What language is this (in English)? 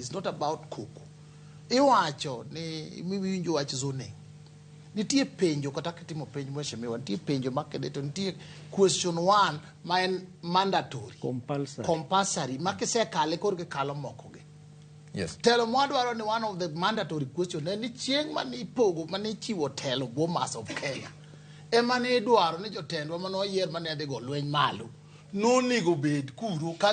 Luo (Kenya and Tanzania)